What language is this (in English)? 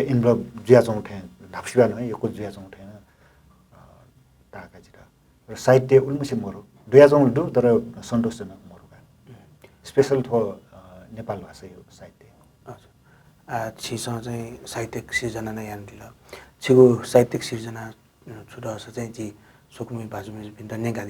Newari